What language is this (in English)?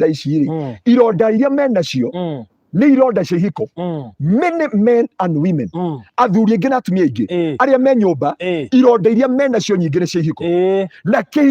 Kikuyu